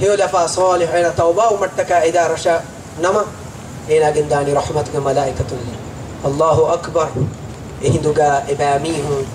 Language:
Divehi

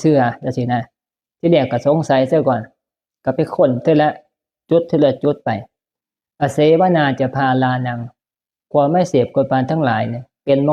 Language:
Northeastern Thai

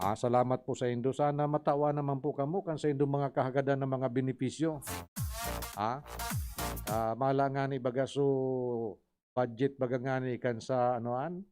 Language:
Bikol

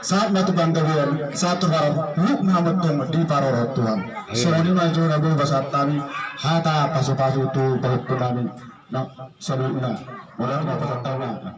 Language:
Batak Toba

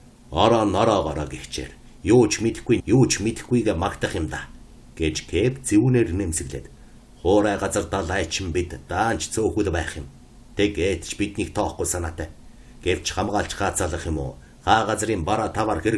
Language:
Mongolian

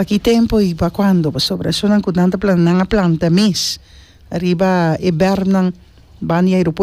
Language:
Papiamento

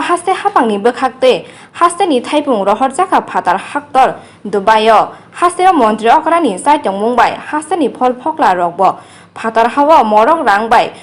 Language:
Kok Borok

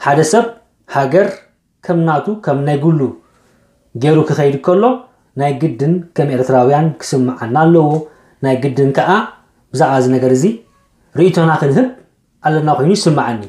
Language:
Tigrinya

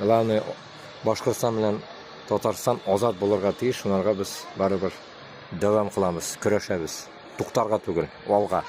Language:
Bashkir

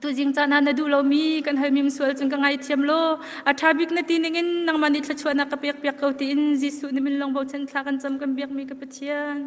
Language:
Hakha Chin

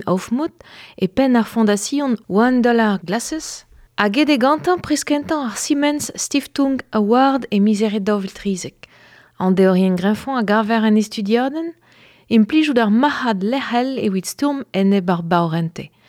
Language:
Breton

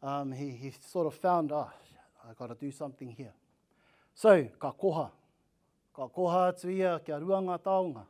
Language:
Māori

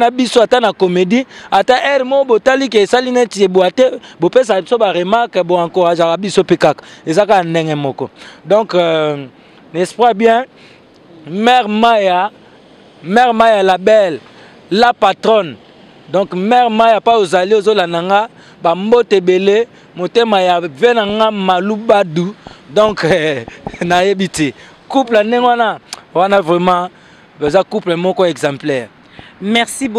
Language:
Lingala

